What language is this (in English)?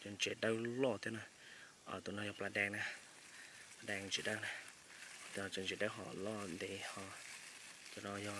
Hmong